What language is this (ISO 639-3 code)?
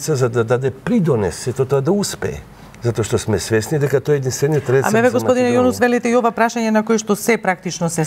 mkd